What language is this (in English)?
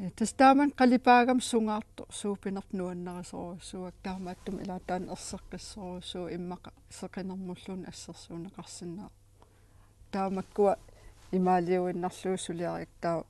Kalaallisut